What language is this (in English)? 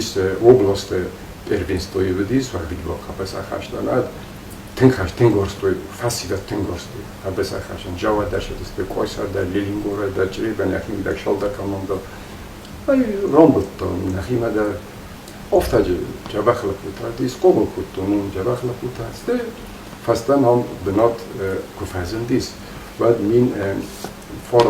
Ossetic